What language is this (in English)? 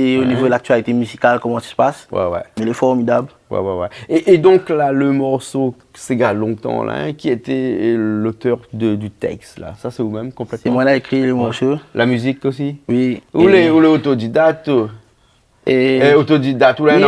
Réunion Creole French